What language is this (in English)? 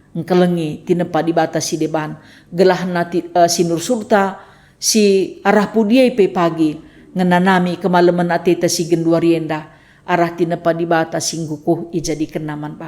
Batak Karo